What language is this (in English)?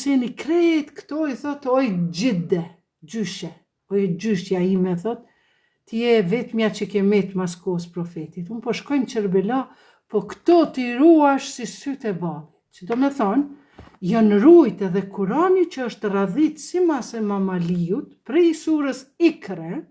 Albanian